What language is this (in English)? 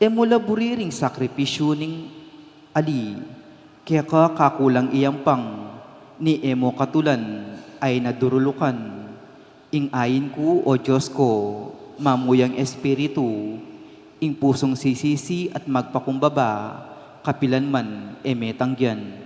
Pampanga